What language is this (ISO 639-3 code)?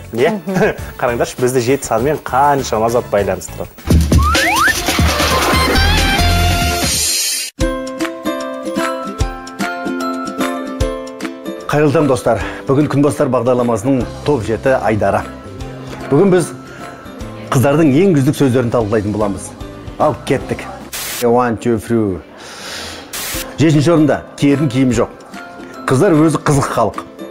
kaz